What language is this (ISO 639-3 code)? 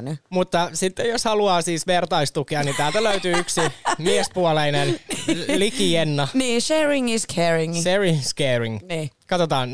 fin